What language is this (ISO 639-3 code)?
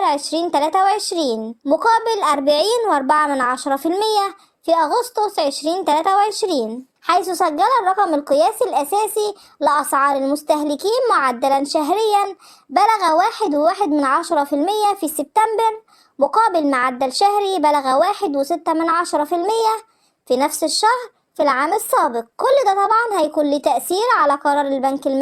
arz